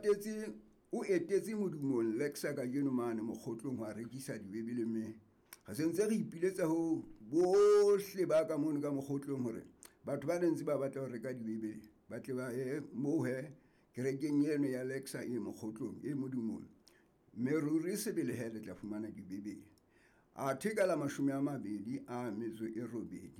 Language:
Southern Sotho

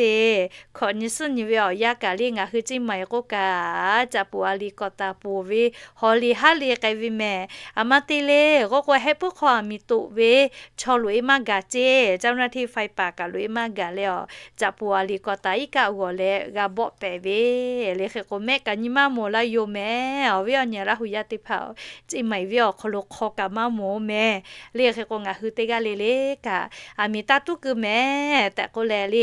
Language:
Lahu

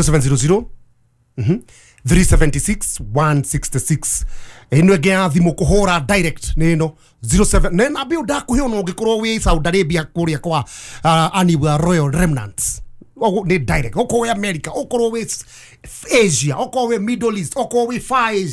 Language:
Kikuyu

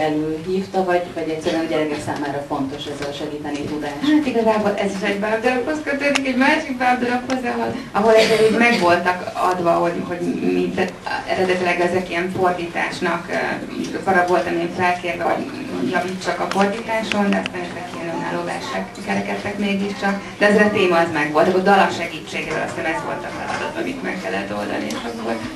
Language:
Hungarian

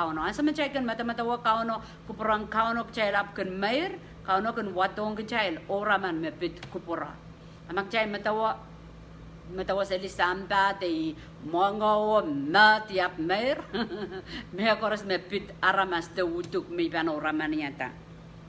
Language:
Pohnpeian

